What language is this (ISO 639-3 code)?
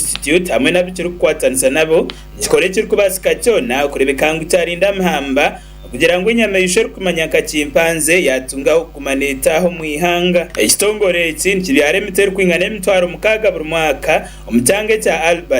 nyn